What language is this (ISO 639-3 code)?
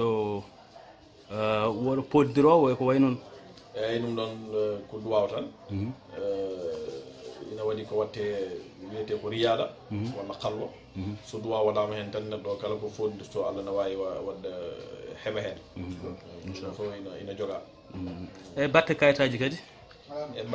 ful